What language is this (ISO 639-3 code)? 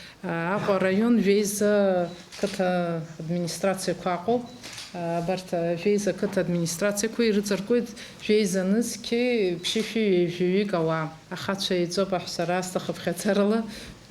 abk